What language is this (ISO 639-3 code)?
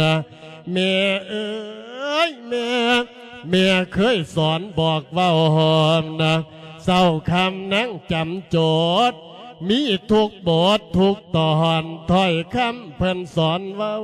lao